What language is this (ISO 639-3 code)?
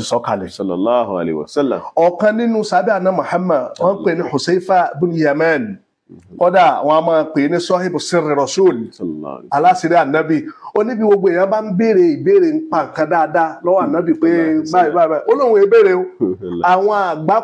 yor